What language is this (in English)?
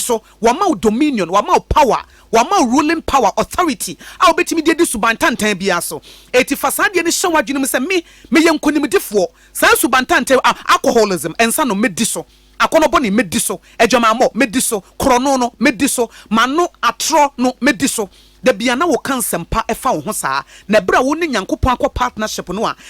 Akan